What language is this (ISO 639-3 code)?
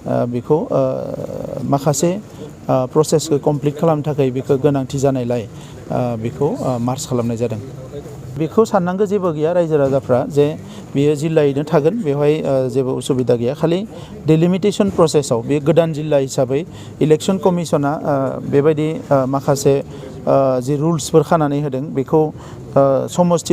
brx